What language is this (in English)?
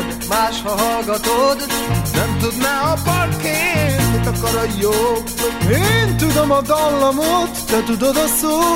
Hungarian